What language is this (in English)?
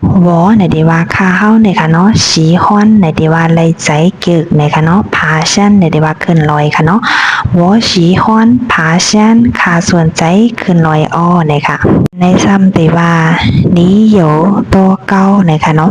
Shan